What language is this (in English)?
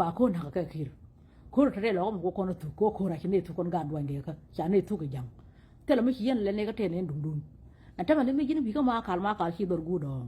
Nuer